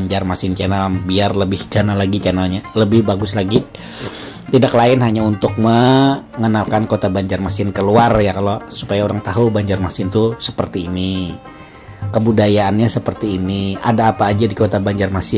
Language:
Banjar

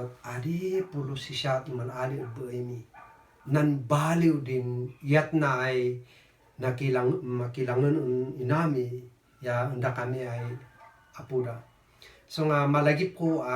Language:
Kankanaey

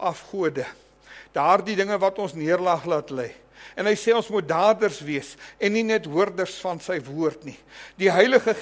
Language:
Afrikaans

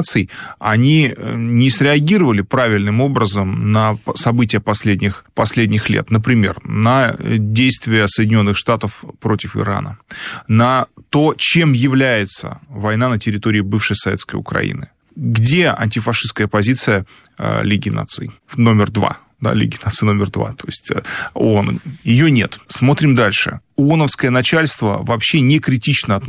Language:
Russian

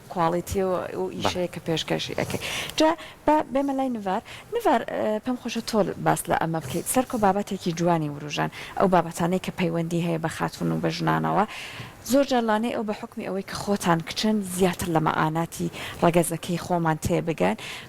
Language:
Central Kurdish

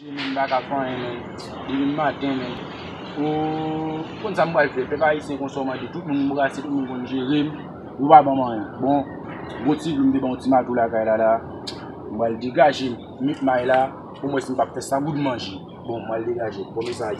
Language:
Haitian Creole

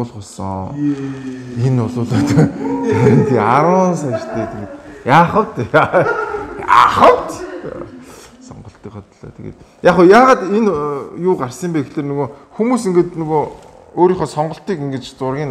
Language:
Mongolian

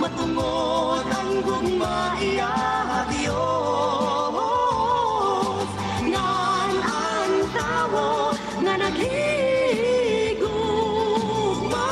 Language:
Waray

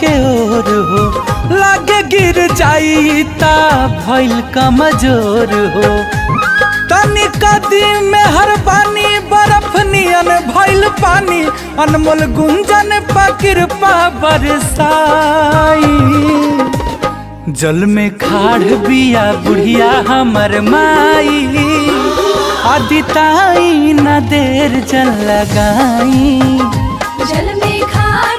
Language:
Bhojpuri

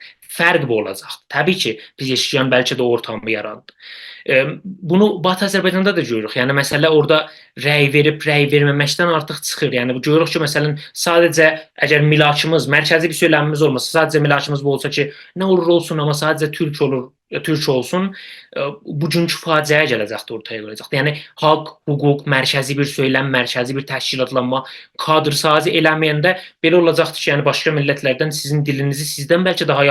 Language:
South Azerbaijani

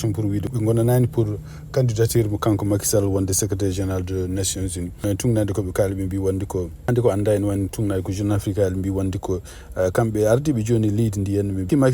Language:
Fula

